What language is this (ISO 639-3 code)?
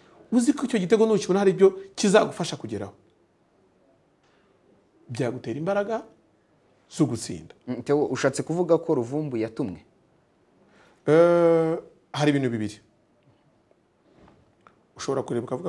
kin